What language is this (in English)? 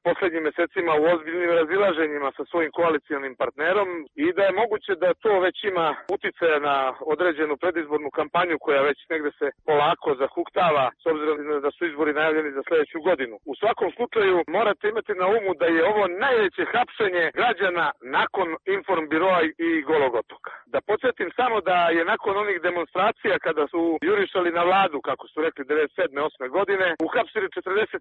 Serbian